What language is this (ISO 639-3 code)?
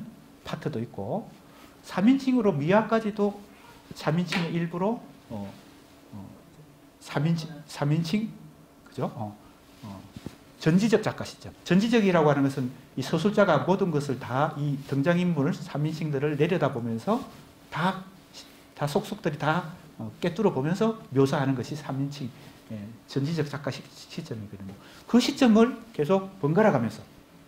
kor